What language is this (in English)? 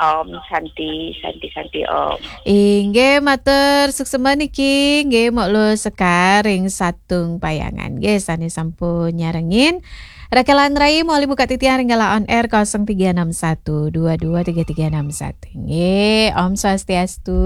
Balinese